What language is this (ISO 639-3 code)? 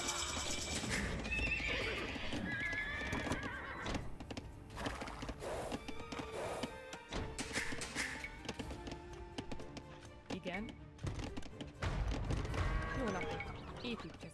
hun